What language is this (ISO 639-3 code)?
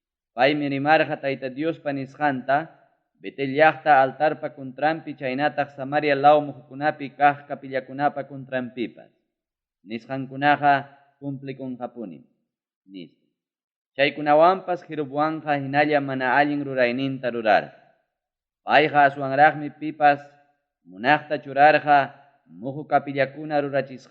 quy